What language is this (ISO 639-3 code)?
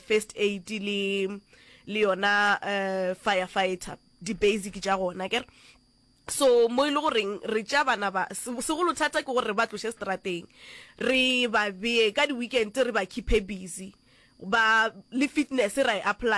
nso